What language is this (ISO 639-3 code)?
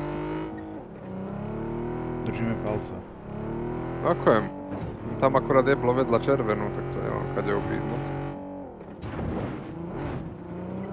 slk